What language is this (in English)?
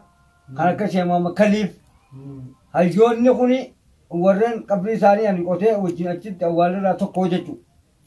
Oromo